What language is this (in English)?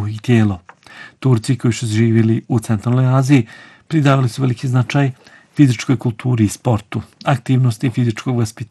Bosnian